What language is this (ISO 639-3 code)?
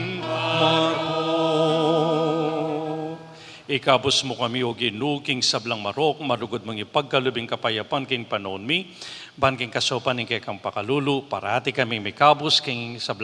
pam